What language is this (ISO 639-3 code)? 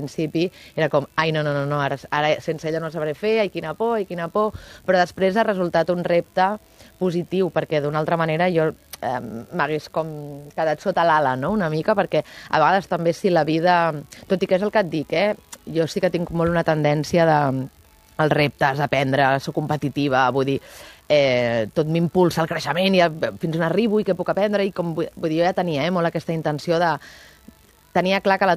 cat